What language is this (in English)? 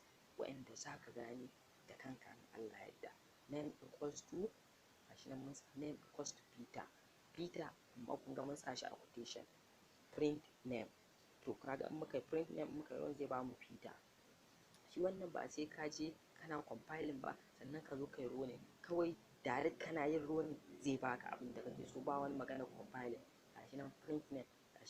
Hausa